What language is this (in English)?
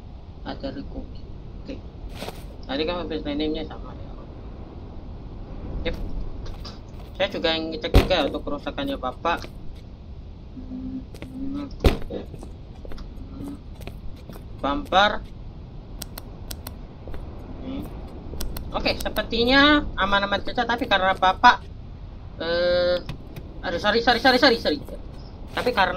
Indonesian